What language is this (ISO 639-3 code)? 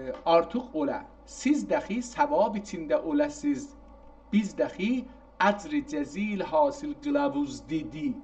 azb